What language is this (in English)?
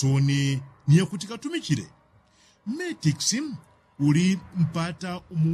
Yao